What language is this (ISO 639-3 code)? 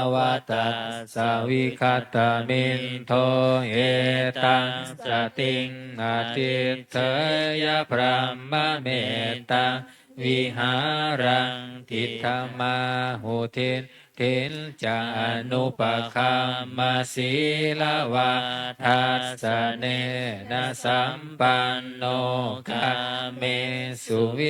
pli